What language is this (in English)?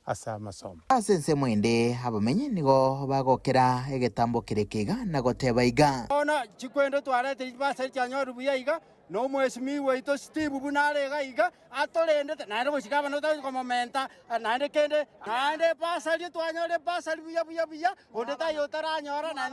Gusii